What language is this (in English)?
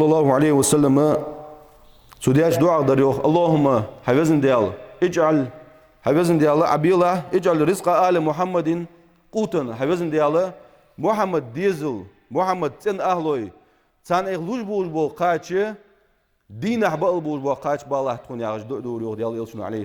Ingush